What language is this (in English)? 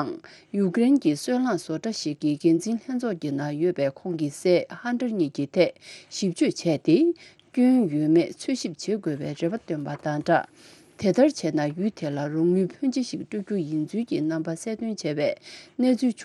Tibetan